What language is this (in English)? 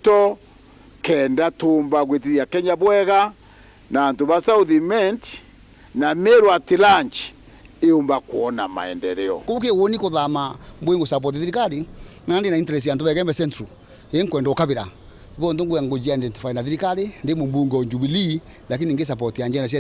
Meru